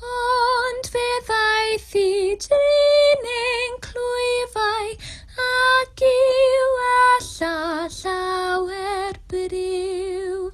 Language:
Welsh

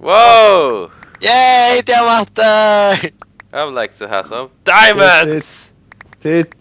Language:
Faroese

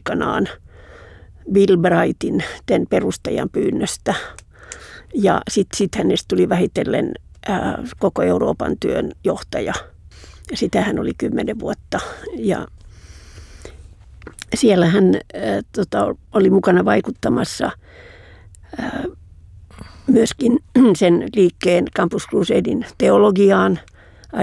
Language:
Finnish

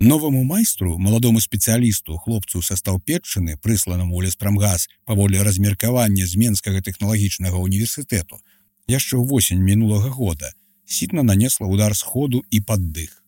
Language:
Belarusian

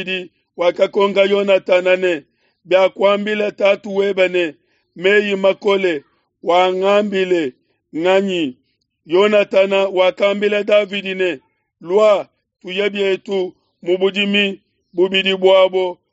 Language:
Luba-Lulua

